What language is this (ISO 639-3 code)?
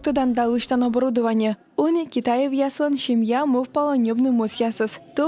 kom